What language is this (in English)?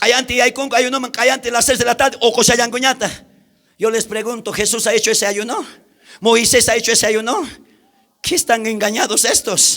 South Bolivian Quechua